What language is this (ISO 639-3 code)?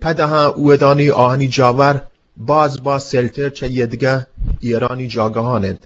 bgp